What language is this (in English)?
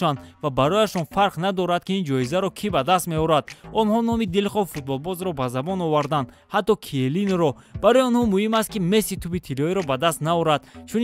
Tajik